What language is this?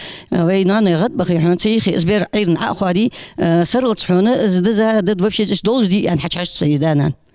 Ingush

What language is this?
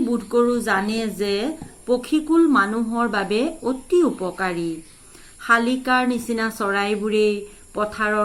Assamese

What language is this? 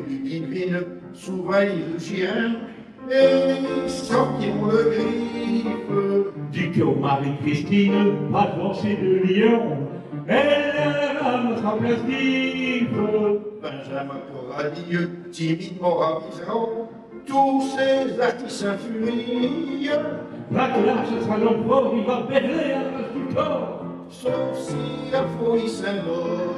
Picard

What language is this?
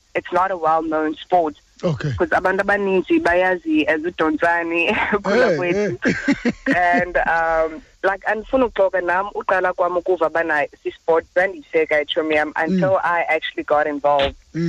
Xhosa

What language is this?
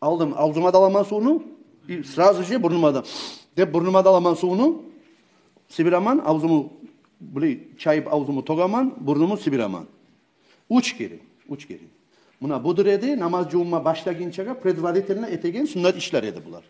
Kumyk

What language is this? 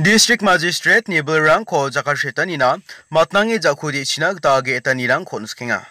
Garo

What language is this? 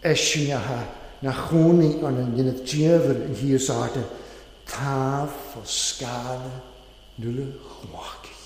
Welsh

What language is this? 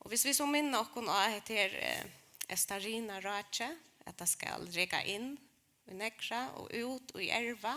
Faroese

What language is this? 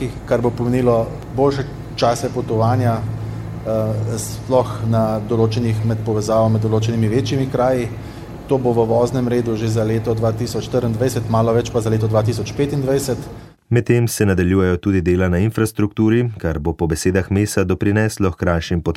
Slovenian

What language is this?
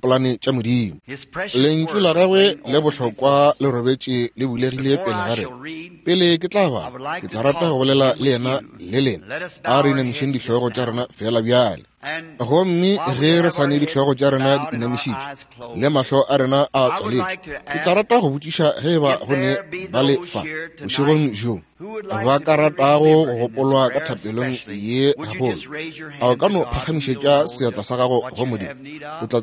Northern Sotho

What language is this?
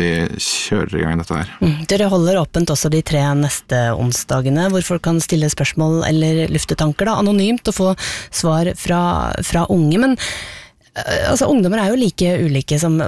Norwegian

